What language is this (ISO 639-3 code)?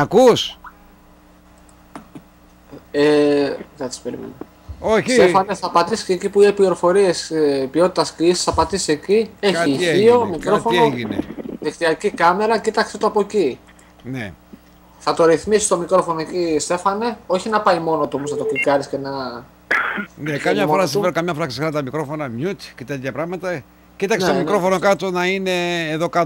ell